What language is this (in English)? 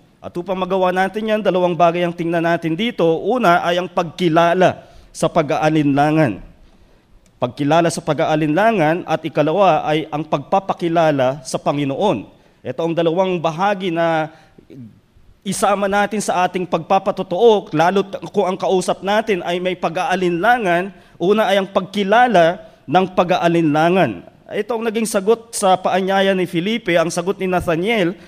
Filipino